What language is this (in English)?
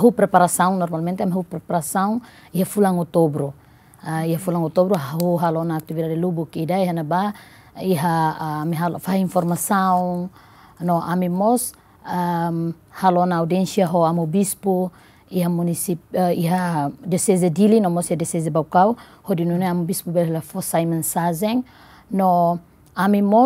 Tetum